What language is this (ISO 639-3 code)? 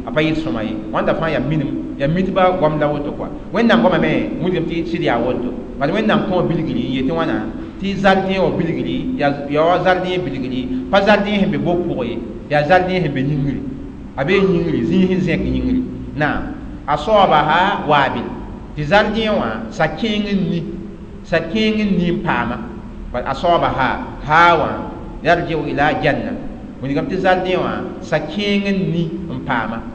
mos